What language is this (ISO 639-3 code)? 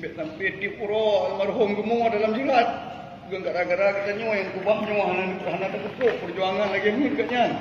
ace